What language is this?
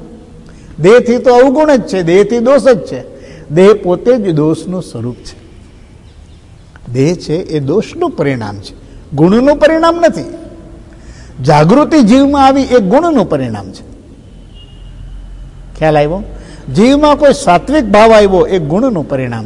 Gujarati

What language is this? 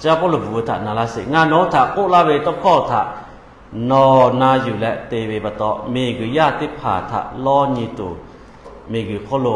Lahu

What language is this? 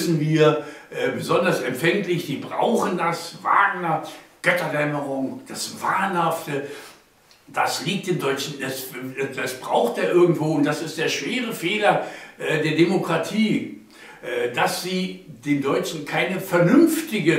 German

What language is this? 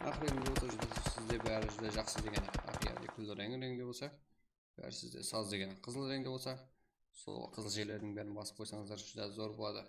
Kara-Kalpak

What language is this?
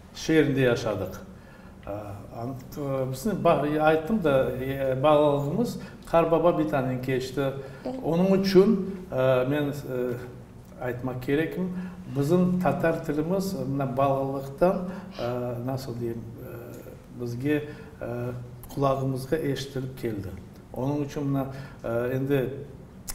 Crimean Tatar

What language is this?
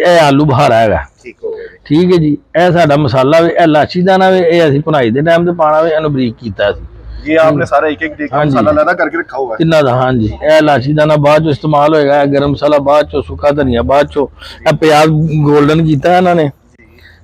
Punjabi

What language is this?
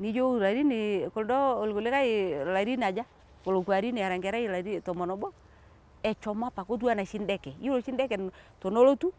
Masai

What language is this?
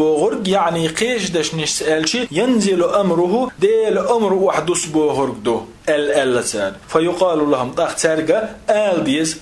Chechen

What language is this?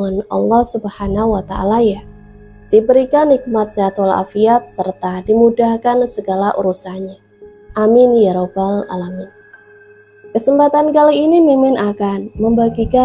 Indonesian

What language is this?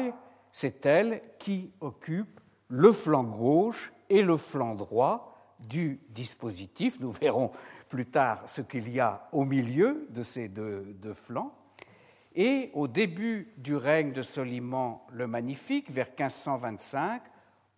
French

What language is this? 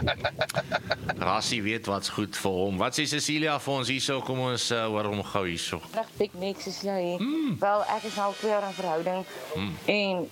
Afrikaans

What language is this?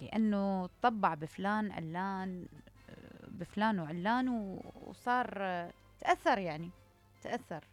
Mesopotamian Arabic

